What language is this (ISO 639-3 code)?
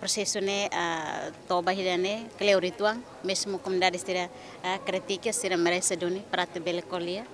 tet